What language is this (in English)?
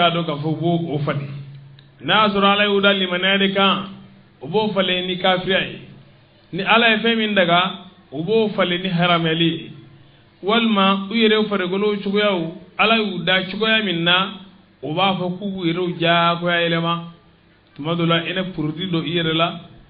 Bambara